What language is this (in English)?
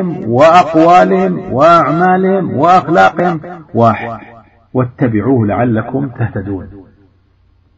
Arabic